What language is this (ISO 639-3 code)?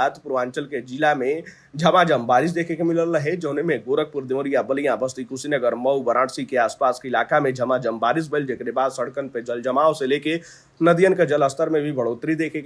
bho